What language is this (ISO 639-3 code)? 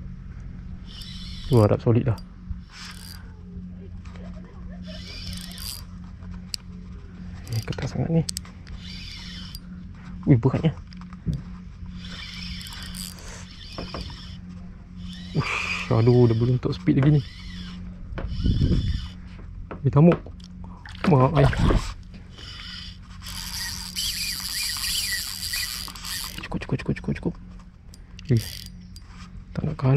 msa